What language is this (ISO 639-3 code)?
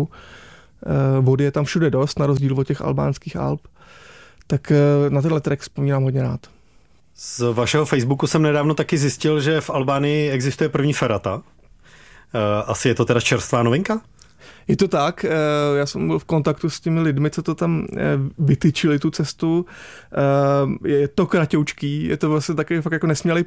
ces